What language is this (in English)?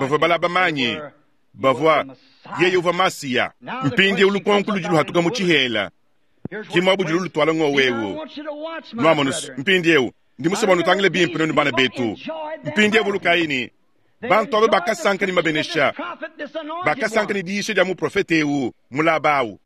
Luba-Lulua